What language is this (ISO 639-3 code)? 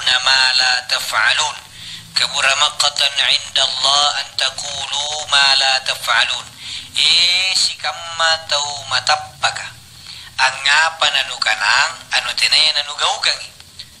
mak